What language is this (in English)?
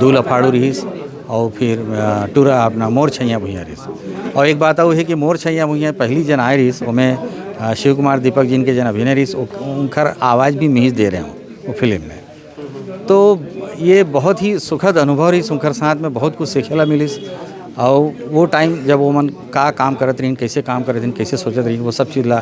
Chhattisgarhi